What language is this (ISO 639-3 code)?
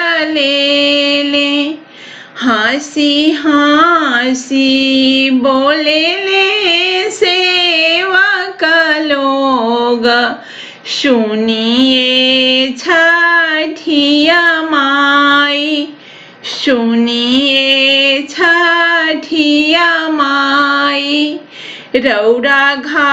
bho